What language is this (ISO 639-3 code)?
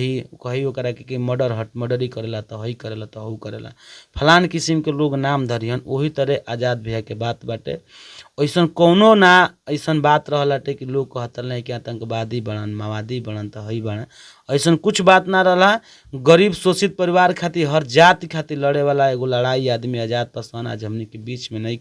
bho